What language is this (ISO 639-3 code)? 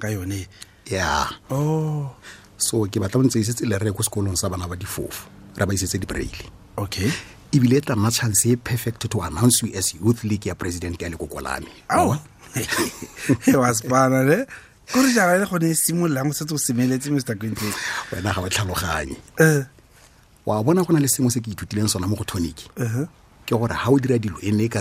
tsn